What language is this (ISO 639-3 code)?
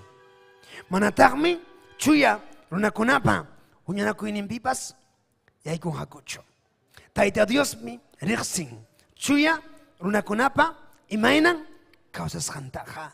quy